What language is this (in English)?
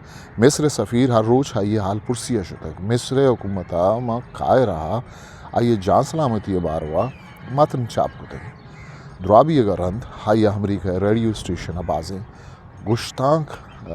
Eastern Balochi